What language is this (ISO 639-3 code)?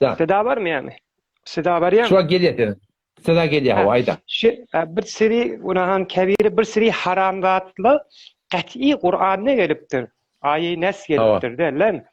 tuk